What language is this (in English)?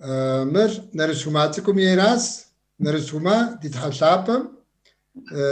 Kabardian